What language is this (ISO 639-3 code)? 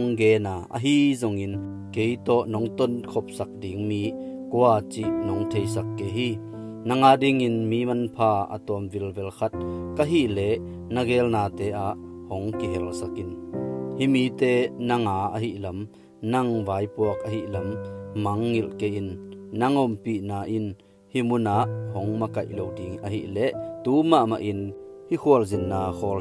ctd